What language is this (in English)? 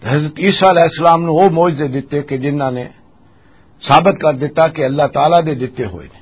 Western Panjabi